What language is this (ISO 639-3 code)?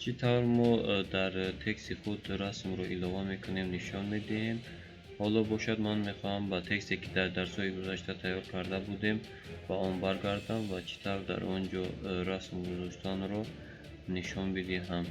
tgk